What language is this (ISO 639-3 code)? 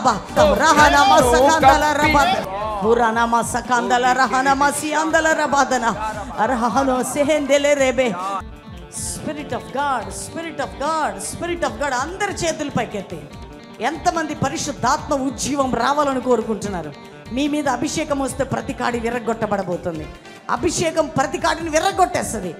tel